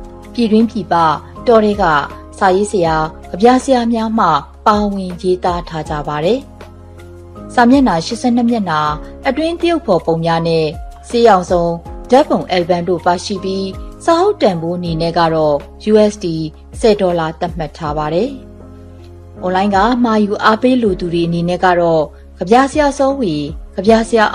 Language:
Burmese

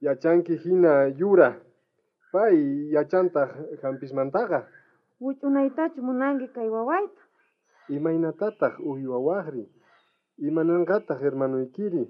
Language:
South Bolivian Quechua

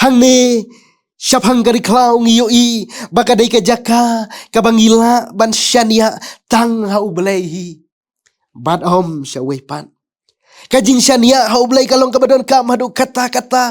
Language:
Khasi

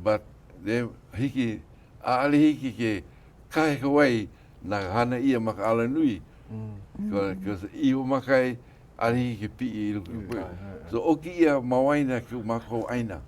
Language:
Hawaiian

